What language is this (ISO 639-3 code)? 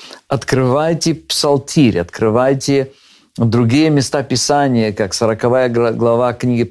rus